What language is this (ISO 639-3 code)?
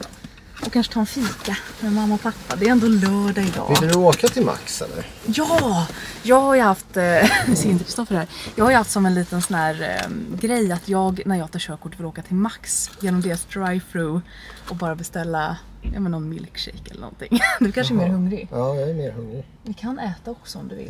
swe